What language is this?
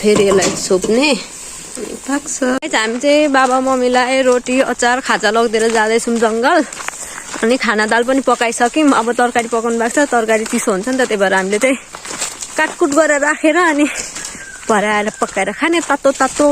Nepali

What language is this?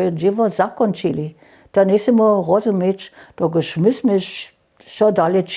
Upper Sorbian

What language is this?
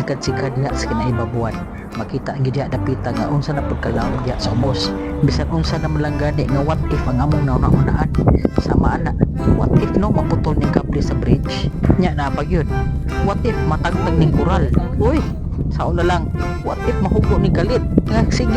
Cebuano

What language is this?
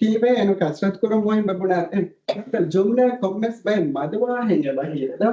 Divehi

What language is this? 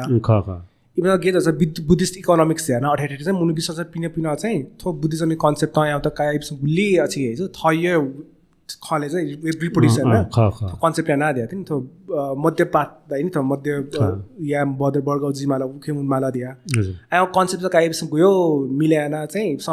Newari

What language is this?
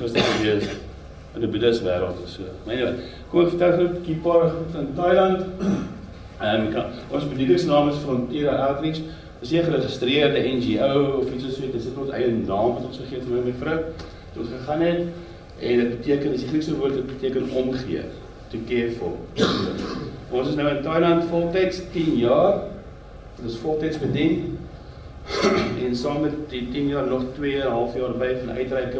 Afrikaans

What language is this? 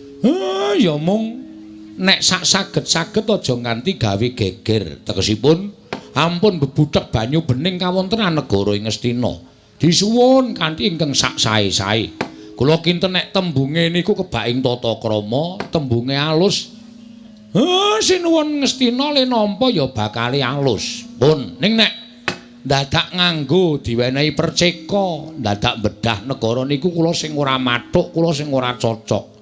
Javanese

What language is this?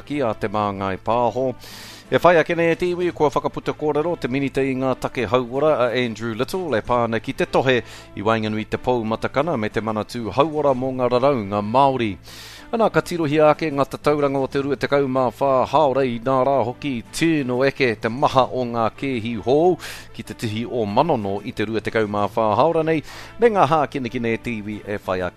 Māori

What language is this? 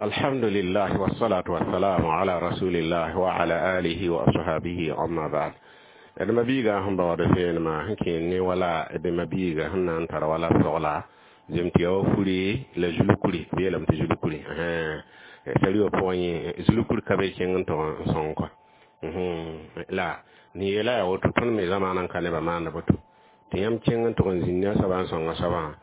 Mossi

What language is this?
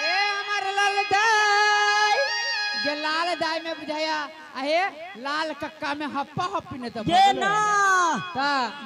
Maithili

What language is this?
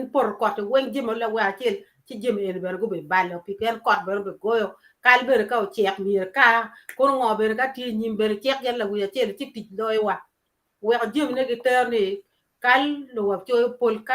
Acoli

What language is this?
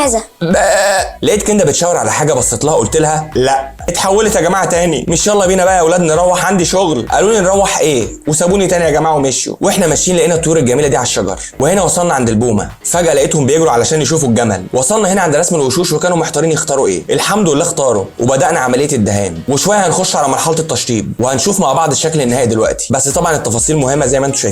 Egyptian Arabic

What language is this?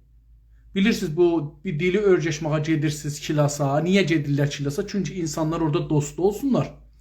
South Azerbaijani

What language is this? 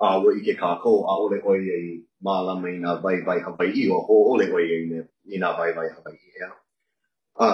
Hawaiian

